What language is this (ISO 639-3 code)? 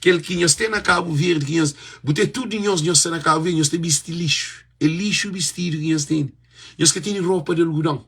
kea